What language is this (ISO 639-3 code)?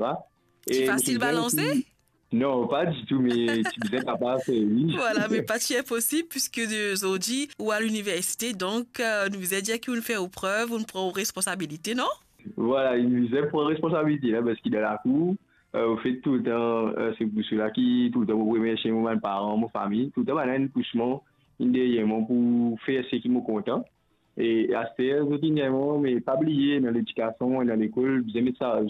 mfe